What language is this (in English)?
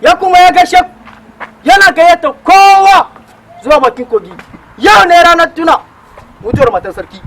Hausa